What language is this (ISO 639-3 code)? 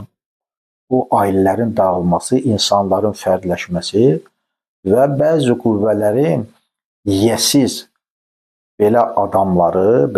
aze